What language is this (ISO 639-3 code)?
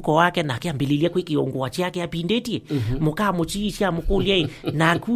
kam